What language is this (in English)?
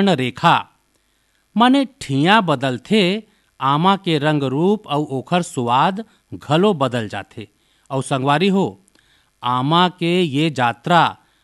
Chhattisgarhi